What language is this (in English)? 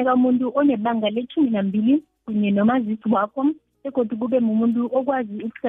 South Ndebele